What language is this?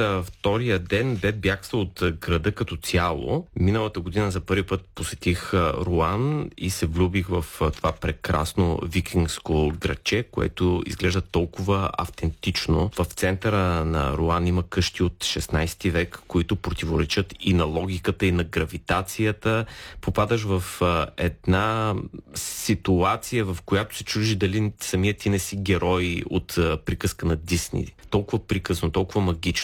Bulgarian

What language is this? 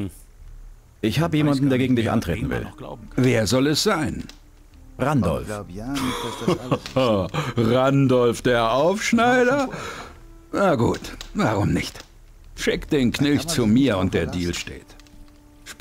Bavarian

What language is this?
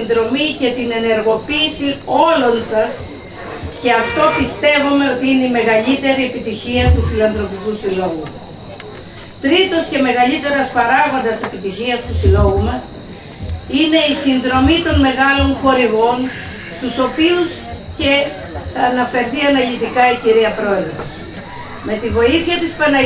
Greek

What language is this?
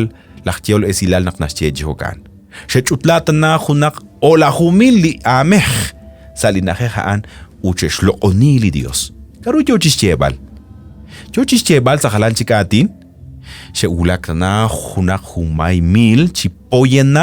Kekchí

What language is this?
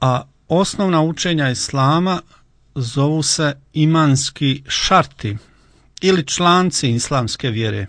Croatian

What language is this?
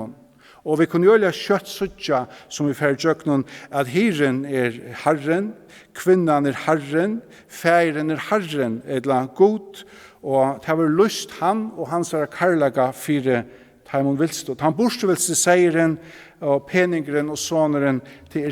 Faroese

